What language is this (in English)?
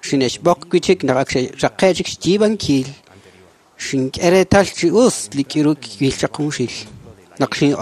Kekchí